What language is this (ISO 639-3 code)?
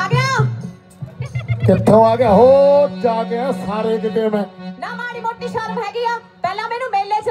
pan